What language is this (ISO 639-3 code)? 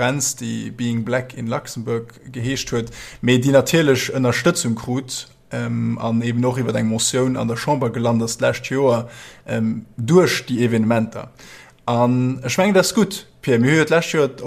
ltz